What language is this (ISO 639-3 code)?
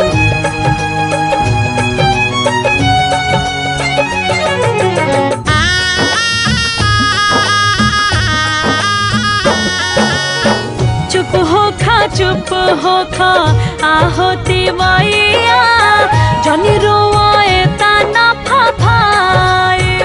bho